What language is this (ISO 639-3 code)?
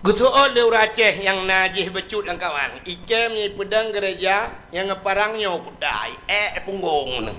ace